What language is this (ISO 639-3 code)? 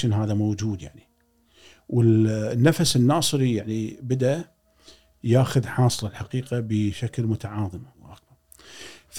afb